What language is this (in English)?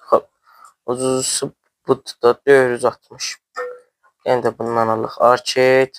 South Azerbaijani